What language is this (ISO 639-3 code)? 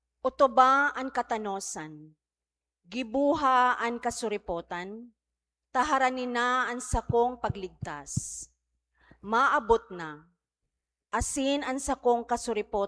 bik